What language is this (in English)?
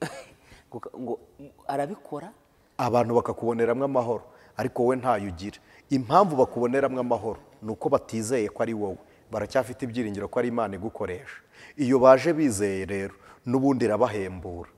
Kinyarwanda